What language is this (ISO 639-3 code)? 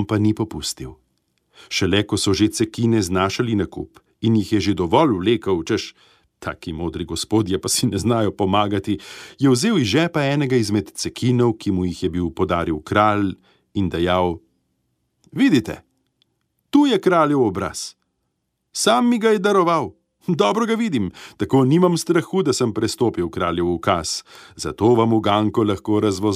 slv